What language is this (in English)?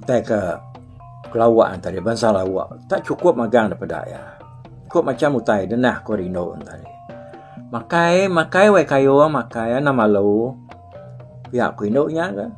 Iban